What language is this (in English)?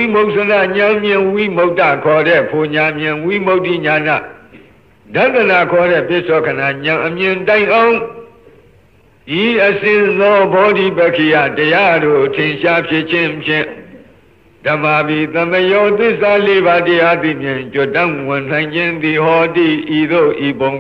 Burmese